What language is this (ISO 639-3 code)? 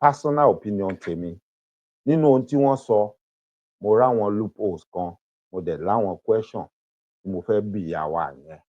yor